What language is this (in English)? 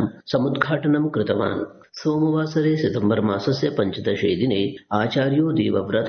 Sanskrit